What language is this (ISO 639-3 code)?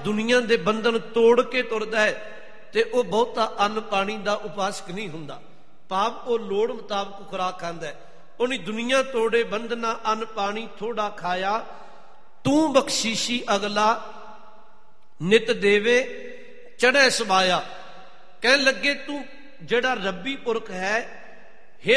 pan